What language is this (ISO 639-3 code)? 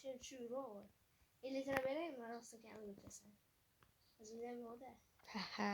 uzb